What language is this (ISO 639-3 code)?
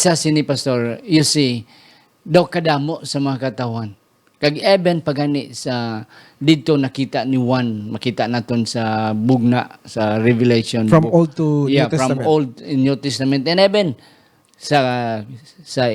hil